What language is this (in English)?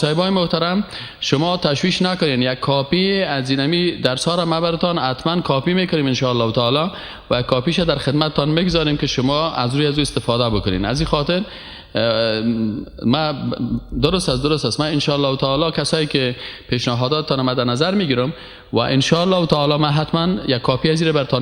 Persian